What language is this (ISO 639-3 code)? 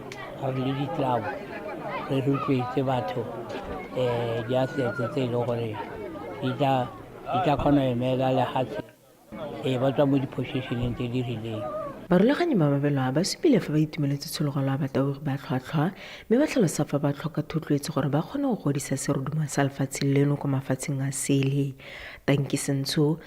tsn